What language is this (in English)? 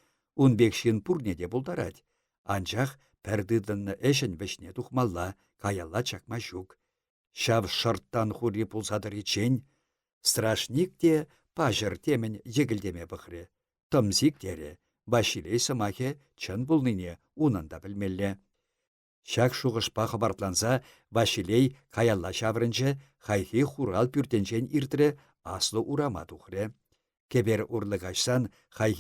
Chuvash